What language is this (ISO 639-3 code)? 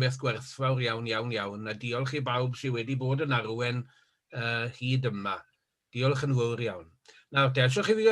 cym